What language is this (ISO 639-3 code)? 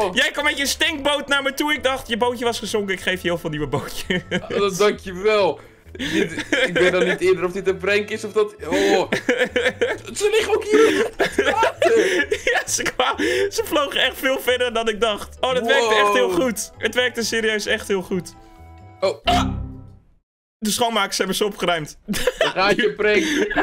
nld